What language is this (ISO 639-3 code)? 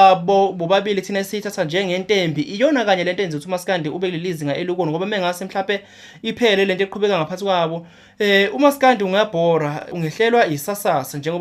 zul